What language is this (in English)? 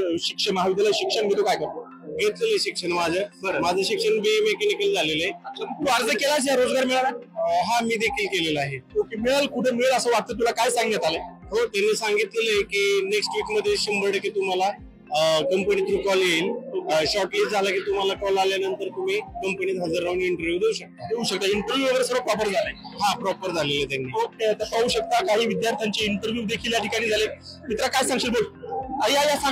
Marathi